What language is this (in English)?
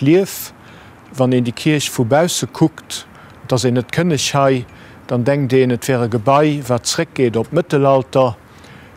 Luxembourgish